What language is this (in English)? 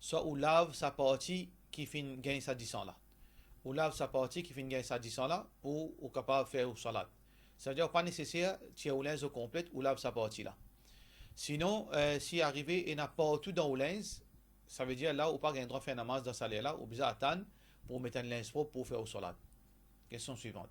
Morisyen